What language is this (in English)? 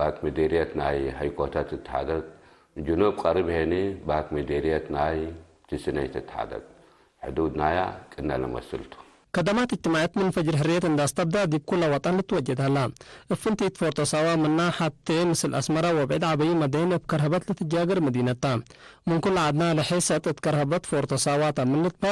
Tigre